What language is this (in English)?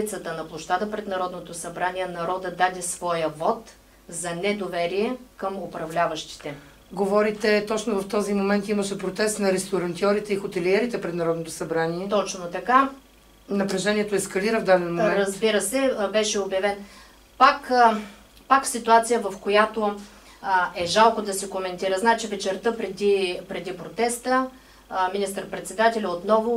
Bulgarian